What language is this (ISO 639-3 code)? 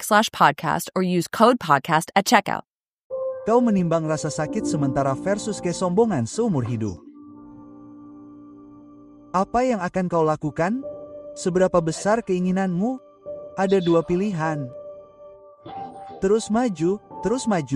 ind